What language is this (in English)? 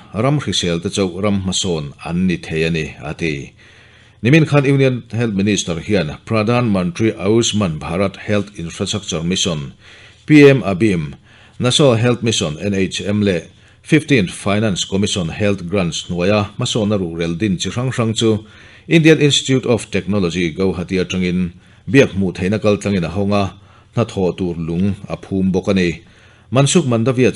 Mizo